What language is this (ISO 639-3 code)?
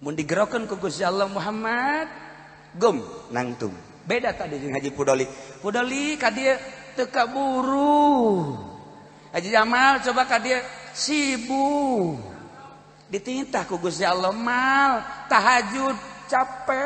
sun